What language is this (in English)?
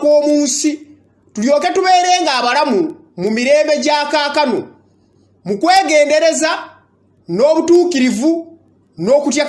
Ganda